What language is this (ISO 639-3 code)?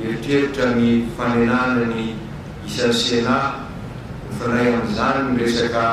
mlg